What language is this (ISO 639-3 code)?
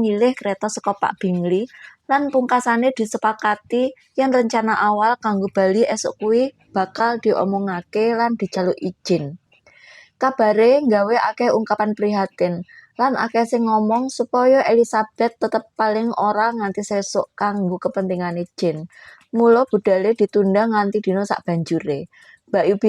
jav